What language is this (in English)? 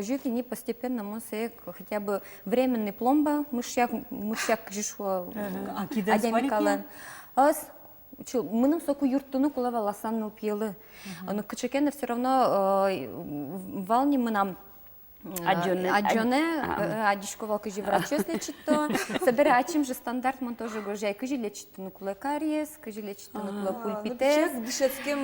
Udmurt